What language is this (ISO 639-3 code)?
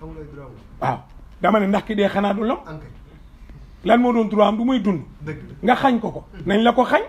wol